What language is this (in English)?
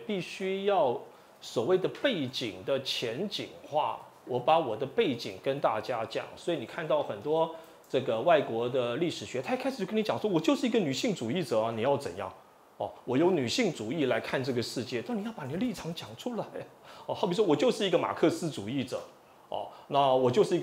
Chinese